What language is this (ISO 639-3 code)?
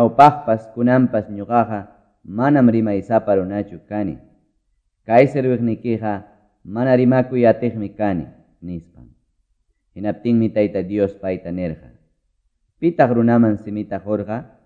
que